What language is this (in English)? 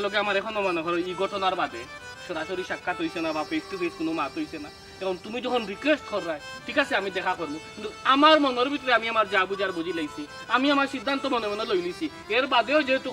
Sylheti